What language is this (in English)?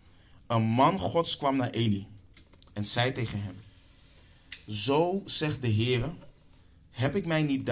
Dutch